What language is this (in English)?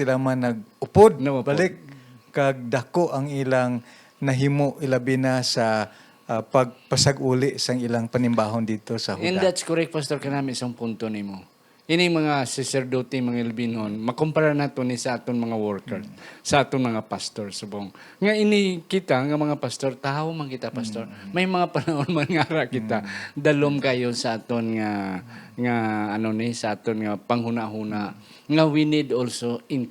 Hiligaynon